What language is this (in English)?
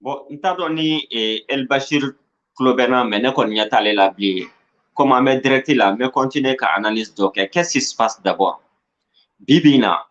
Bambara